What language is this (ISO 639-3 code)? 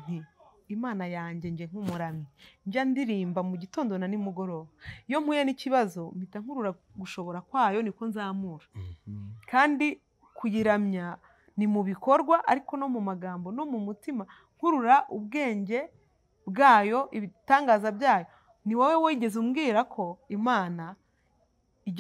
kin